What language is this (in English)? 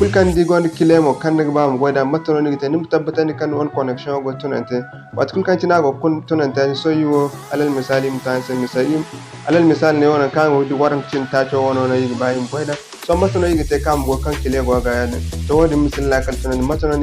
Zarma